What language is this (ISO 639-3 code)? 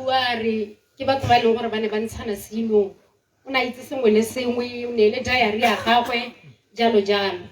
tsn